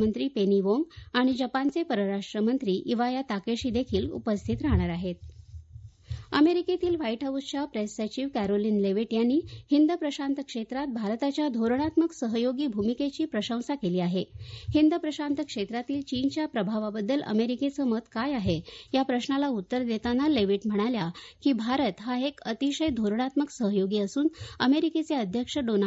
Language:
Marathi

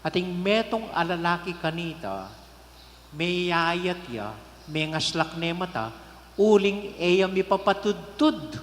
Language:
Pampanga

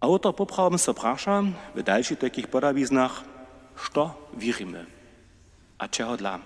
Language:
Upper Sorbian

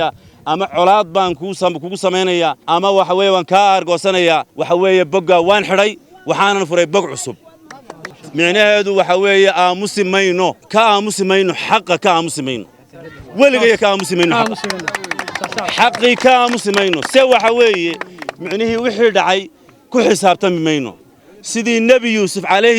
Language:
Somali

